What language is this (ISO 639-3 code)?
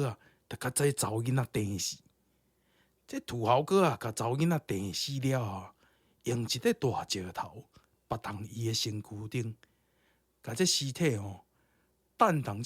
nan